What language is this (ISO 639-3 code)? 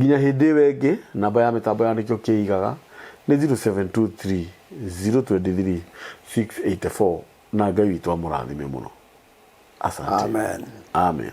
kik